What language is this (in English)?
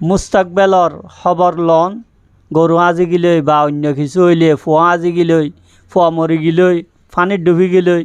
Rohingya